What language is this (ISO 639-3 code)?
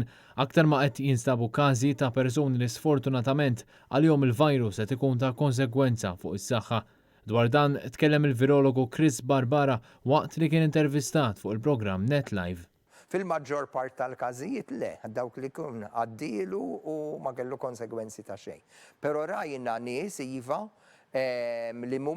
mlt